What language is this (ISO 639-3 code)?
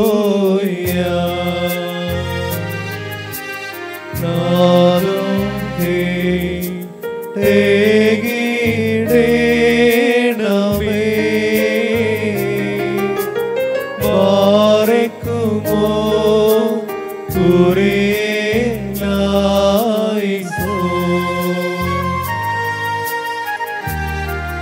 mal